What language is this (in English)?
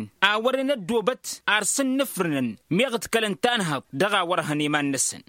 Tamasheq